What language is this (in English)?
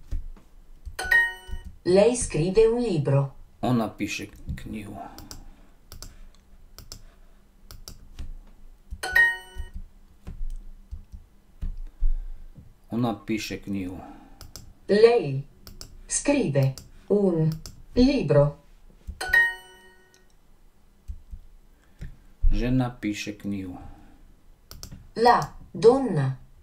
Slovak